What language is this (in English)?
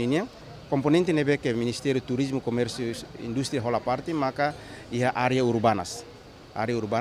Tetum